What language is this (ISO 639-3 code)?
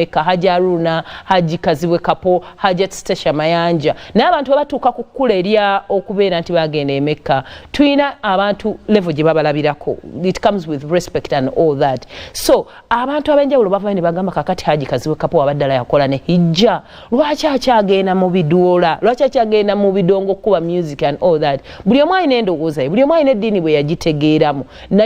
lug